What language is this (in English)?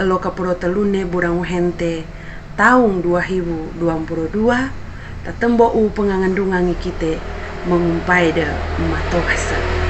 Sangir